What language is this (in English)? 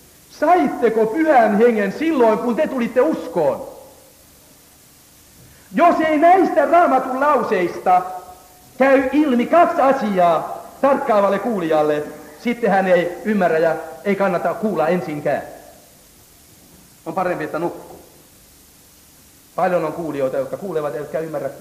Finnish